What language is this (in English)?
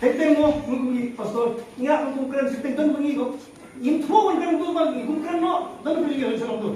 Khasi